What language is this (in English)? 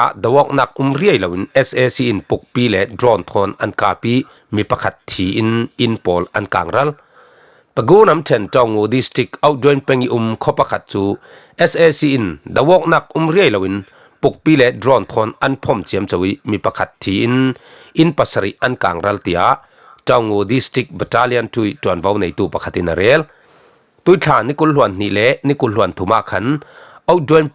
Falam Chin